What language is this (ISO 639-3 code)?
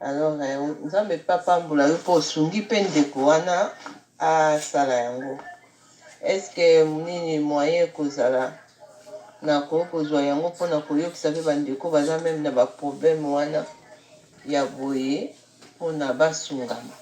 lin